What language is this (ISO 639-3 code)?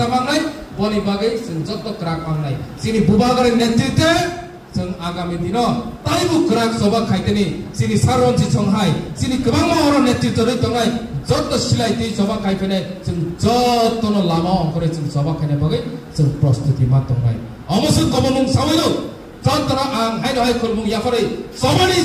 trp